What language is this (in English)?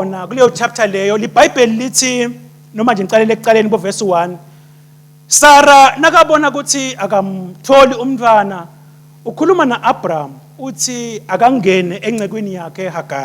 Swati